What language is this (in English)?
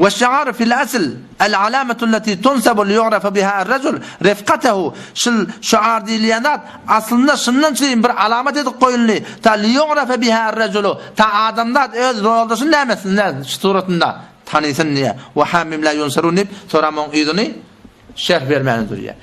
Turkmen